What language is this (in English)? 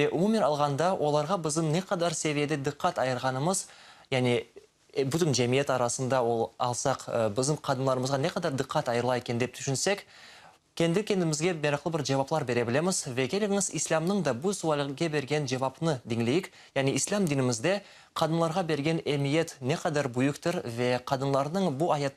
Crimean Tatar